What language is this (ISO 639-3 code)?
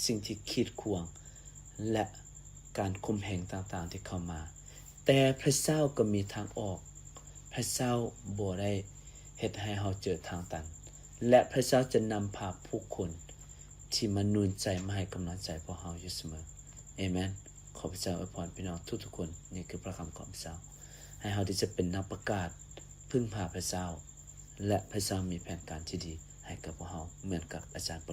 lao